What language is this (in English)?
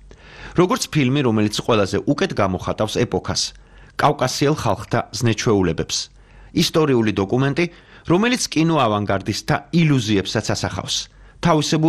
Georgian